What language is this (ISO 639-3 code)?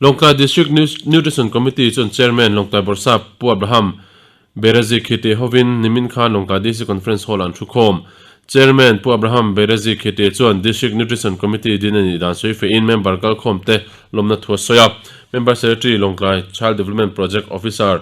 lus